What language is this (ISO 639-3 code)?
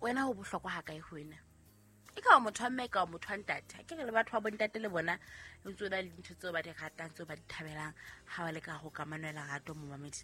sot